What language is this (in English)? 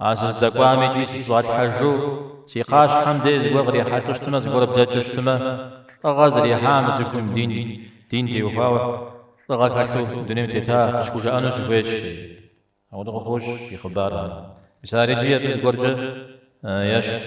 Kabardian